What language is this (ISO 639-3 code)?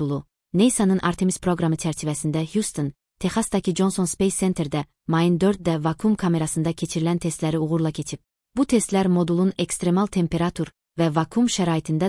aze